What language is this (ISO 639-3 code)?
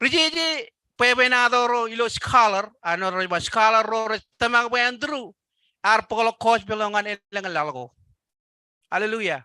mah